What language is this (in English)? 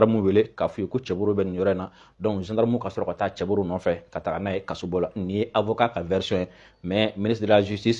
Bambara